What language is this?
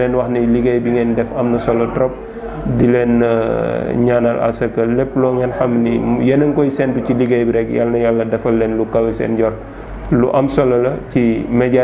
Wolof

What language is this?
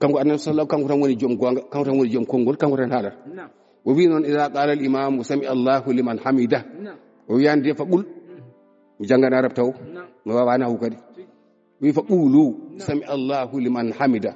Fula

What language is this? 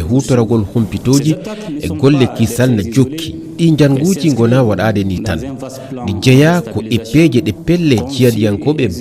Fula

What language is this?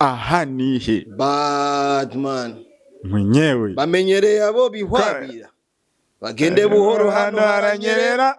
Rundi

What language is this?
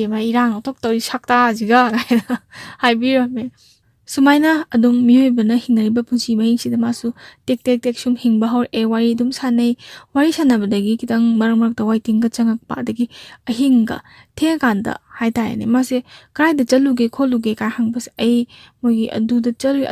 Manipuri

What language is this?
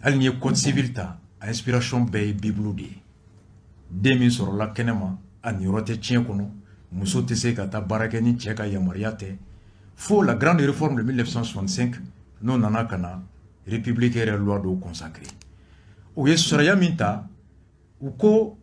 Bambara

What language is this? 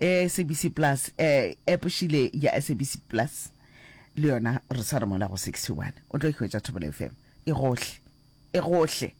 Northern Sotho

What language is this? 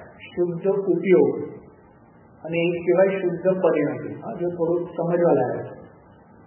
Gujarati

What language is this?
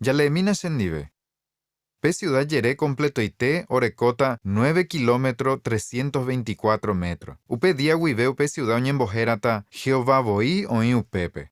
Guarani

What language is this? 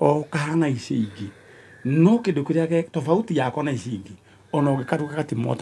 Kikuyu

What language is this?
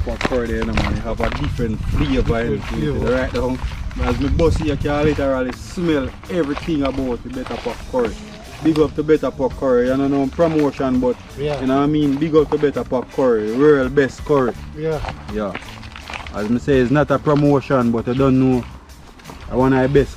Jamaican Creole English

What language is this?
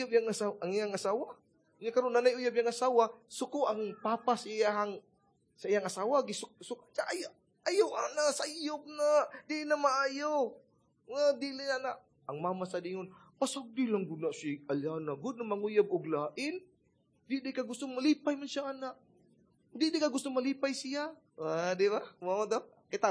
Cebuano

